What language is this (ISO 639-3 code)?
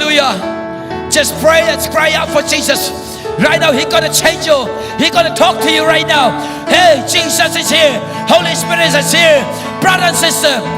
cnh